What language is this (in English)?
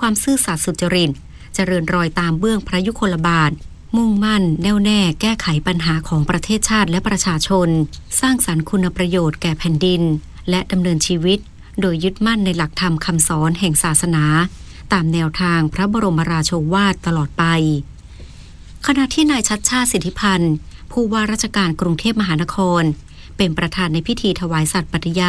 Thai